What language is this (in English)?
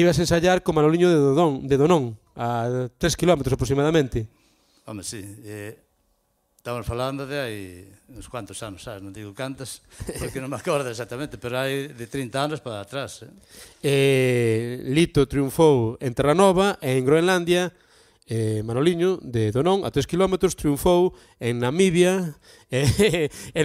Galician